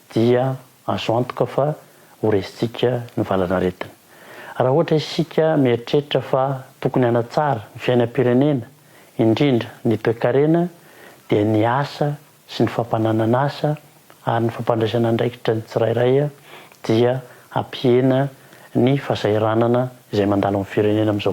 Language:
Malagasy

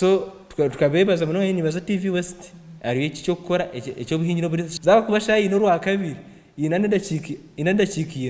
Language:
Nyankole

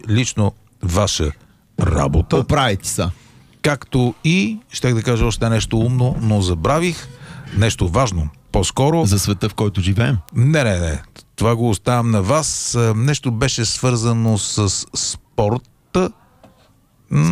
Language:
Bulgarian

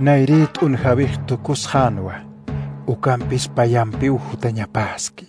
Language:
Aymara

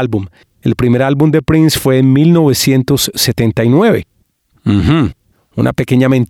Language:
Spanish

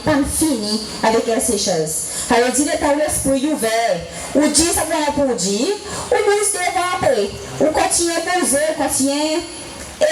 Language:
Seselwa Creole French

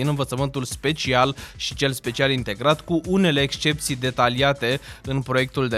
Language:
Romanian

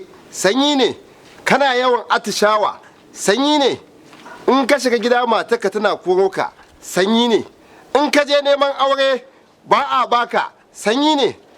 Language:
Hausa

